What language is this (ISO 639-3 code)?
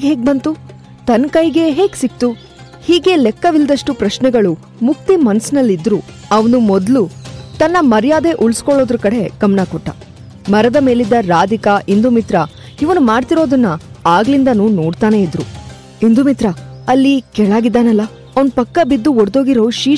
kan